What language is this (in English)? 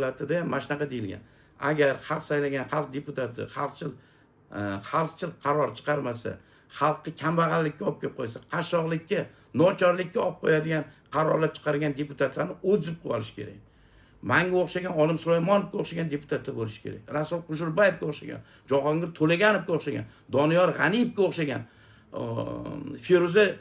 Uzbek